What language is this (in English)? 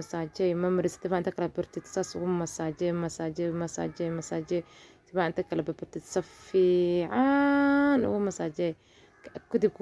Somali